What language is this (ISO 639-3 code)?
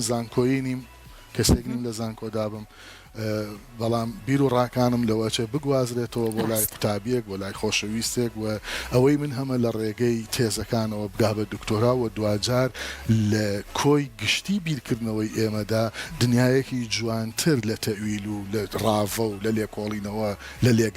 ckb